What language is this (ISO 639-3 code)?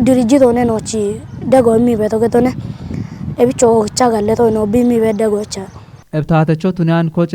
kbr